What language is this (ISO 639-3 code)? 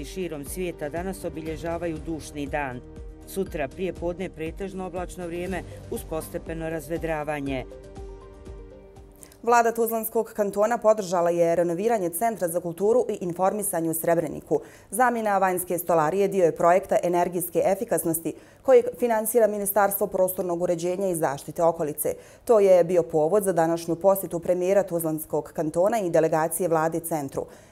bos